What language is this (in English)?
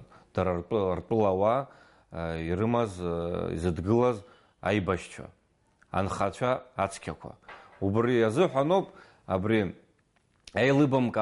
Abkhazian